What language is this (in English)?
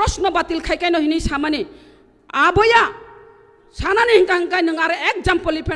Kok Borok